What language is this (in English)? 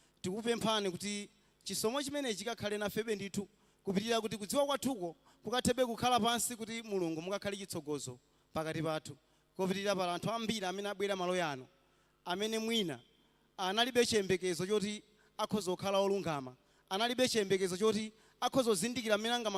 Nyanja